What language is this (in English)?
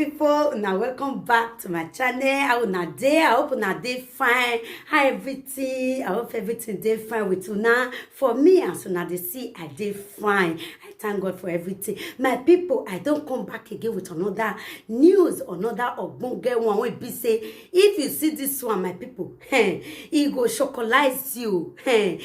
Nigerian Pidgin